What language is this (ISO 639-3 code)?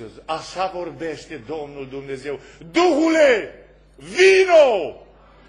ron